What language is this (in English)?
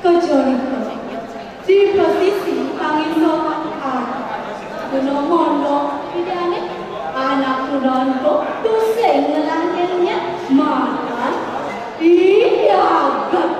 Balinese